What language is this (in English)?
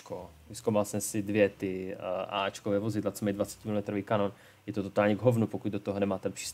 Czech